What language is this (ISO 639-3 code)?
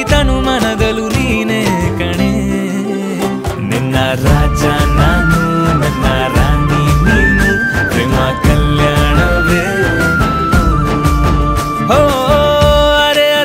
kan